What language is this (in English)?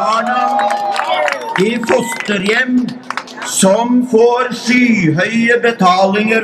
Norwegian